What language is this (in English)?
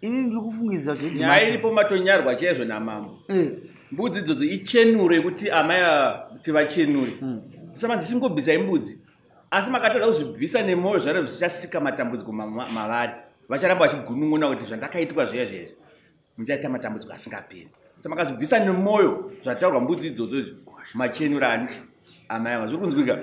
Shona